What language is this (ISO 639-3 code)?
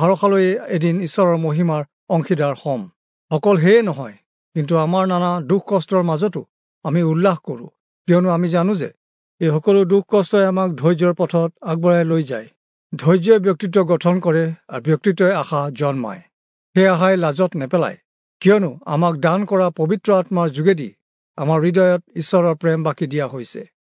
asm